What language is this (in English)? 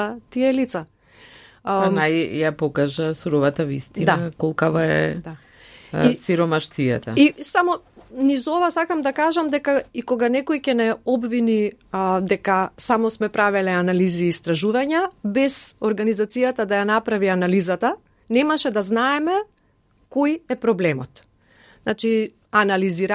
Macedonian